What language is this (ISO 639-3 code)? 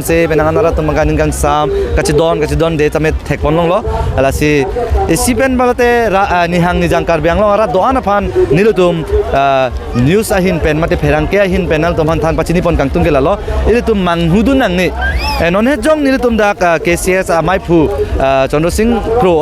mjw